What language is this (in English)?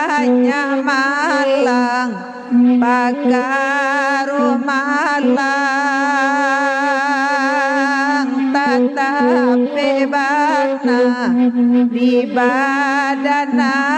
Minangkabau